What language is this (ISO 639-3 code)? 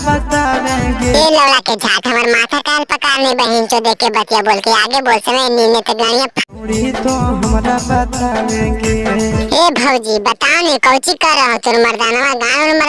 mag